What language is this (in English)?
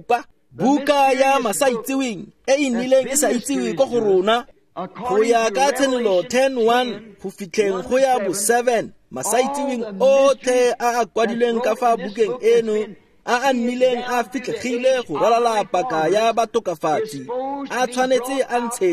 Tswana